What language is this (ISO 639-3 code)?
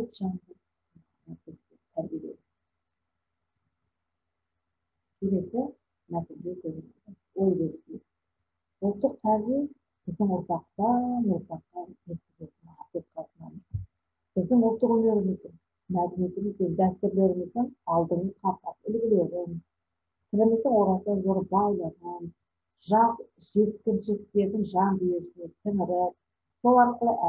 kaz